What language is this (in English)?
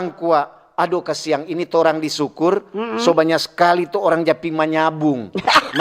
Manado Malay